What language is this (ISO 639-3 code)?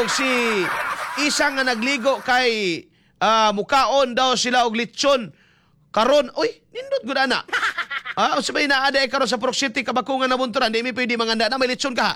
ceb